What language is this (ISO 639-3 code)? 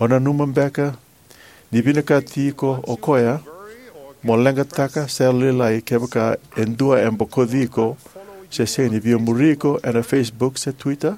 fij